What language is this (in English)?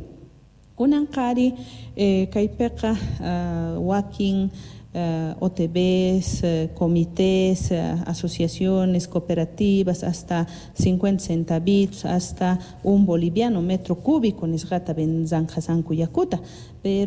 South Bolivian Quechua